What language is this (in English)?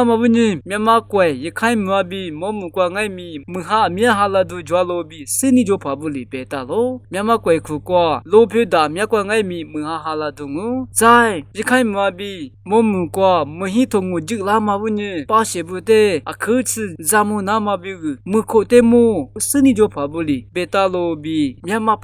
Lisu